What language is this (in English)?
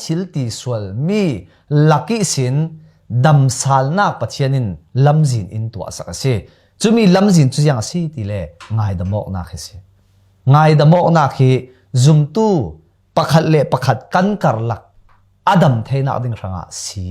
Falam Chin